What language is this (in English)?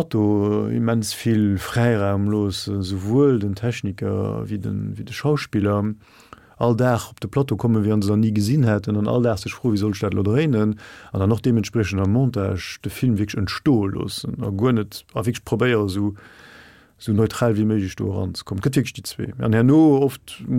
Luxembourgish